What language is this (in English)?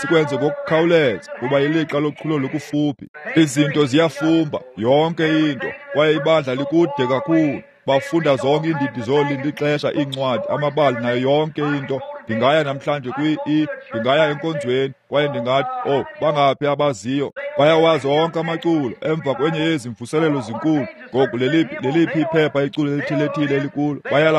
Xhosa